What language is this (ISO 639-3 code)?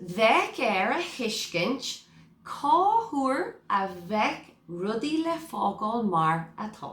gle